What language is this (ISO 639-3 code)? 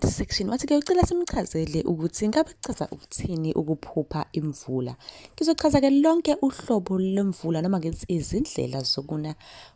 zul